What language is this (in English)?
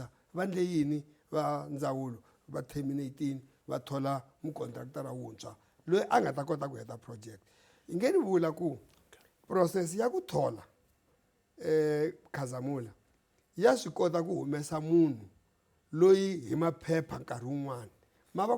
Tsonga